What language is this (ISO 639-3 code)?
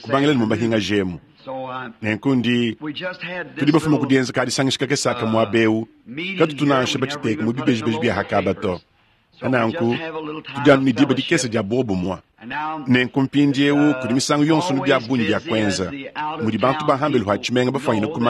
lua